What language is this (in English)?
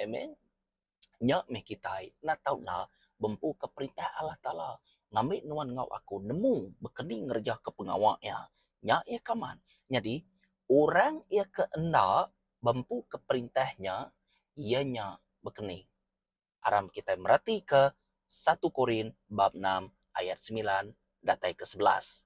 Iban